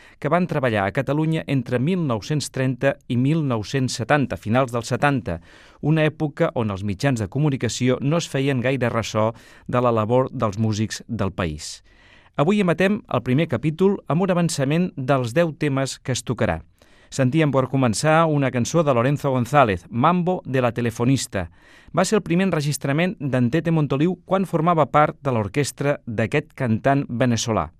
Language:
Catalan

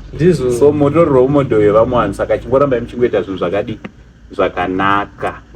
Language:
Shona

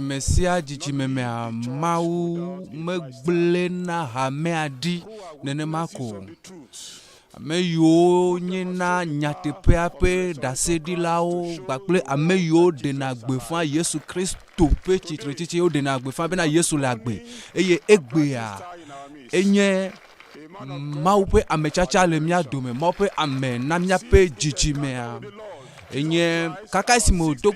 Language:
Ewe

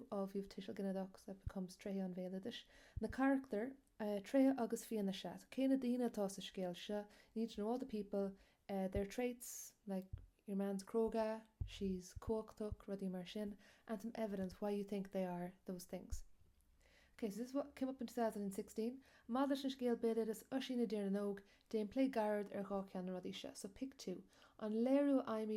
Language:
Irish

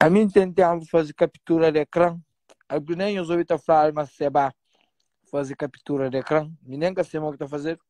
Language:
Kabuverdianu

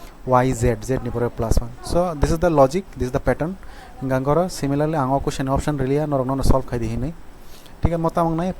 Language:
Kok Borok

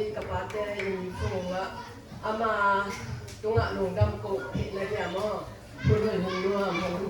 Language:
Tedim Chin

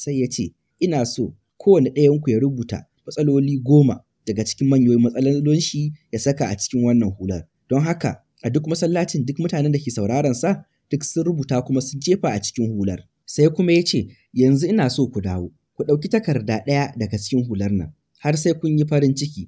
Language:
Hausa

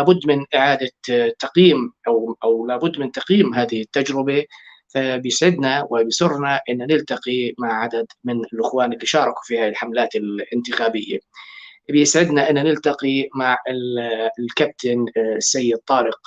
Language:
North Levantine Arabic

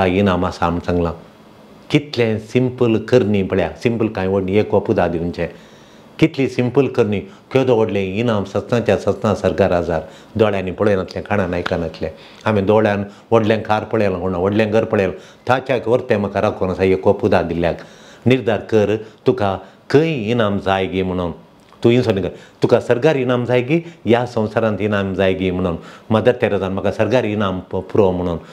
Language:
Konkani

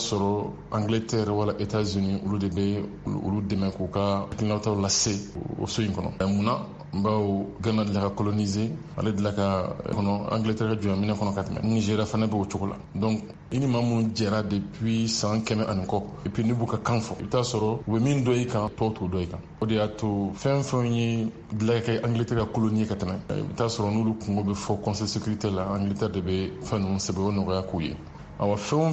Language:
Bambara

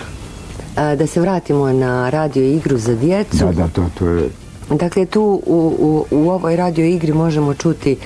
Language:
Bosnian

